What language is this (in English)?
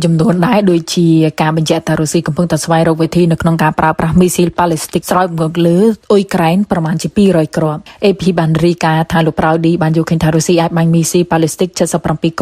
Khmer